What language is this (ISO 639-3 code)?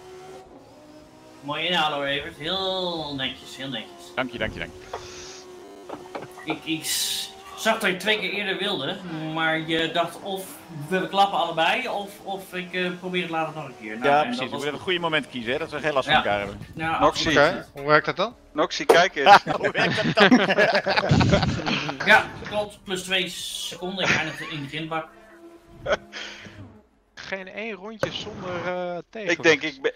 nld